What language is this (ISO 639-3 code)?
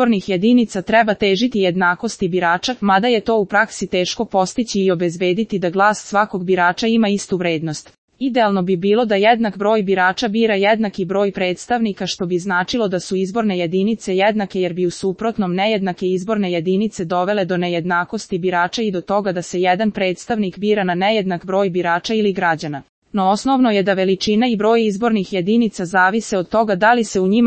srp